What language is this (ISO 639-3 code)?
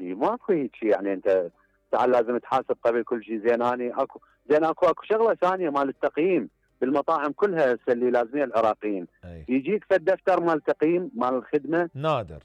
acm